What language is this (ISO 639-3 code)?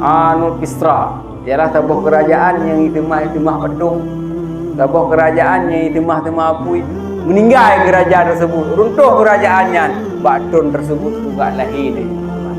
ace